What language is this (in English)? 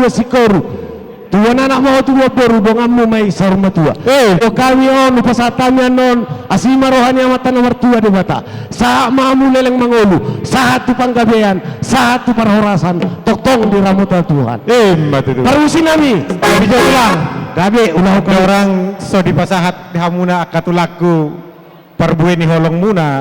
Batak Toba